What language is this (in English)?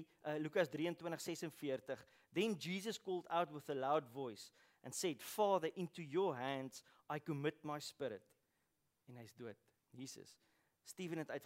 Afrikaans